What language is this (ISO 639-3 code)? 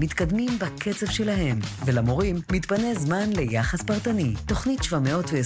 heb